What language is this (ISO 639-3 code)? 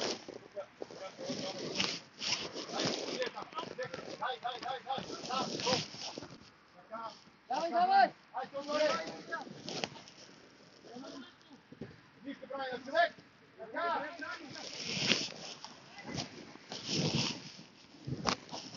bul